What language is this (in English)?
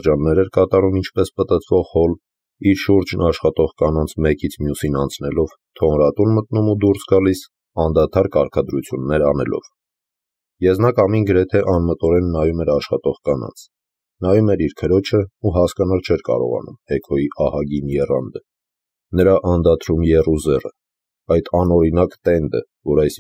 Armenian